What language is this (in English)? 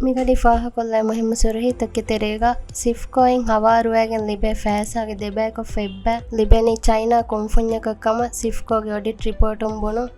Divehi